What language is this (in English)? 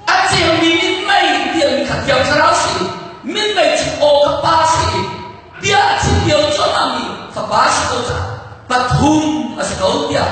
Hakha Chin